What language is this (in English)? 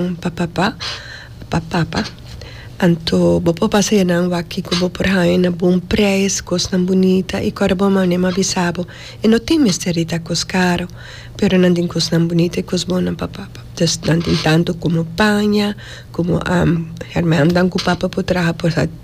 Papiamento